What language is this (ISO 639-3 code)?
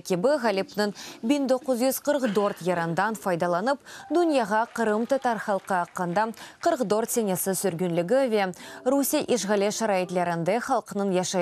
crh